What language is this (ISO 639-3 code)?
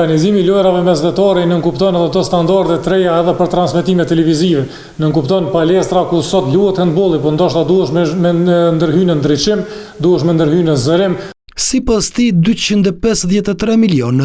sqi